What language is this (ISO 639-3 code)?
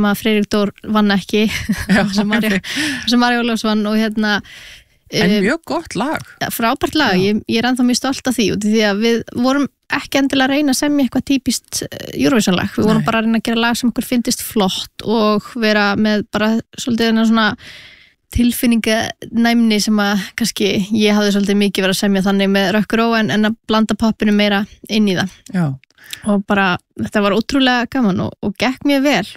isl